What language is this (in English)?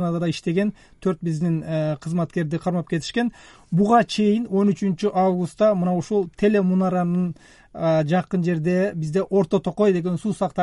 Kyrgyz